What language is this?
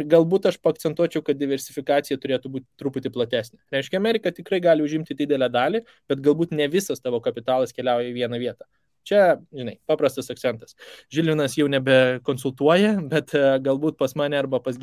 Lithuanian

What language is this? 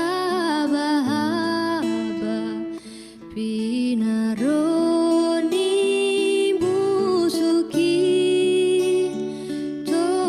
Batak Simalungun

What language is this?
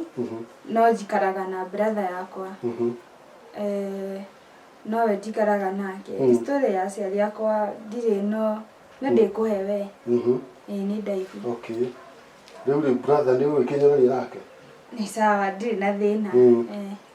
Kikuyu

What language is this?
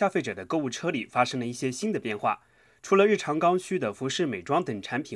Chinese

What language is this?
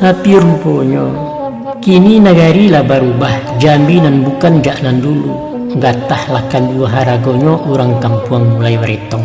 Minangkabau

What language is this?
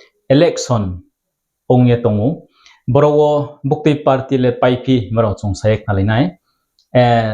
Riang (India)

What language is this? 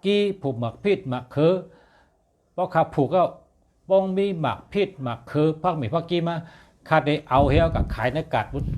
Shan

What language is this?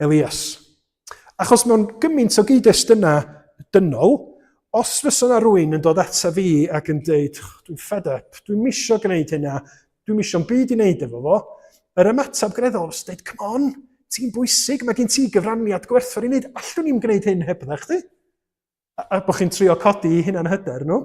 Welsh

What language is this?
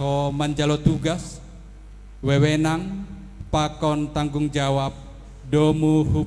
Batak Simalungun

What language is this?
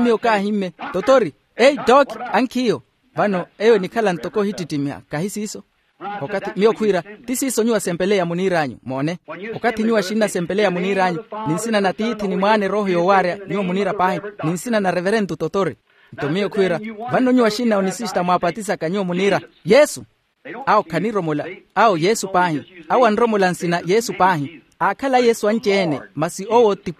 Makhuwa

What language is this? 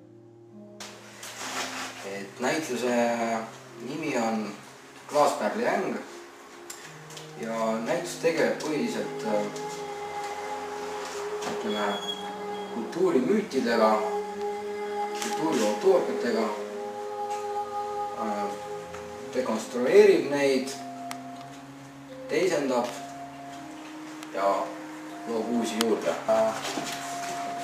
Estonian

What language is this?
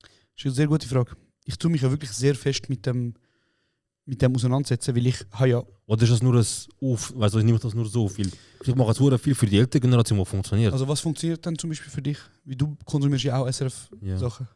Swiss German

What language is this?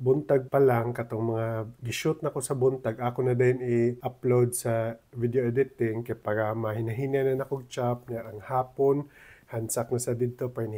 Cebuano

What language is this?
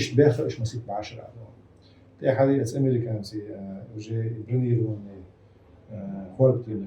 Chechen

